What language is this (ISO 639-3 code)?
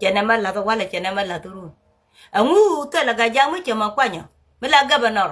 nus